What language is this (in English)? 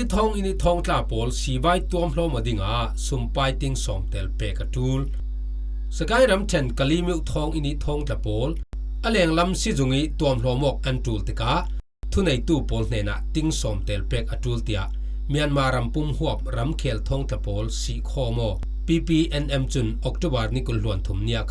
Falam Chin